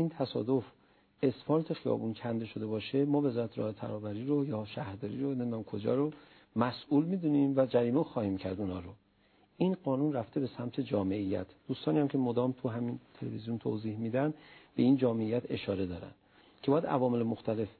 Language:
Persian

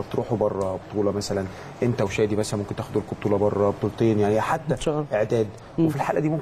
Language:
Egyptian Arabic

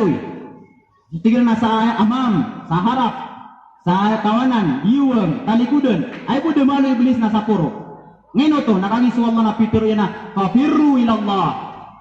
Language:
Maranao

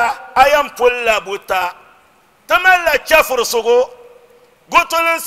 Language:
Dagbani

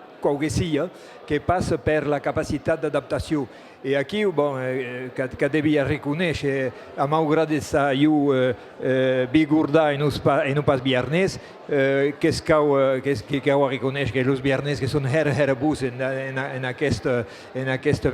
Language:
Occitan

